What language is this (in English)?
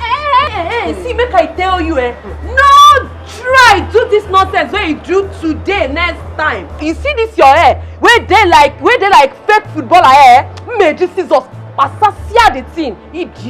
Nigerian Pidgin